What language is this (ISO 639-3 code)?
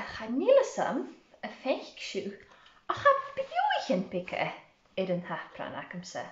gla